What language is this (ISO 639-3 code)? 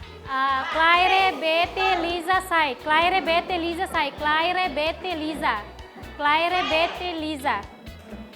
tet